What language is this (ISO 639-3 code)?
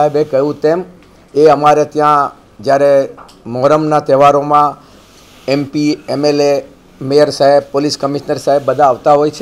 guj